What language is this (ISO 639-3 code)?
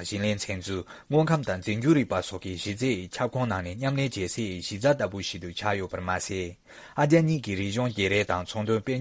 bod